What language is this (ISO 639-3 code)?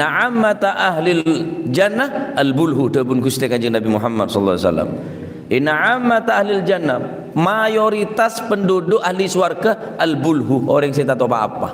mad